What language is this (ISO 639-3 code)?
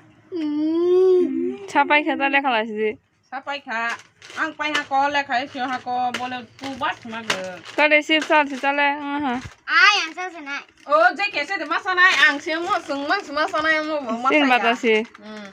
trp